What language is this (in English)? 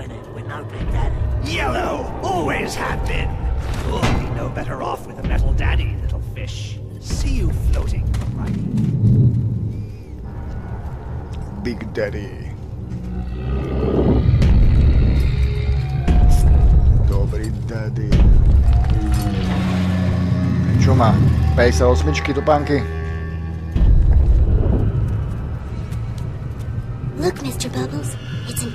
Slovak